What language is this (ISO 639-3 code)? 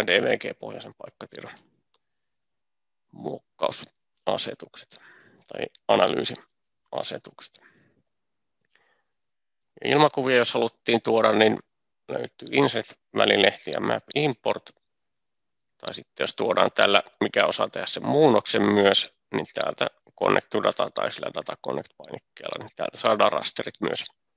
fin